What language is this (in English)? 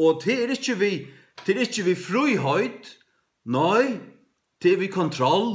Faroese